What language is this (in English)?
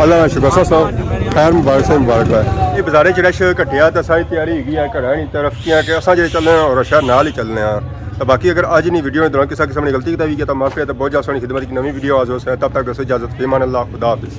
Pahari-Potwari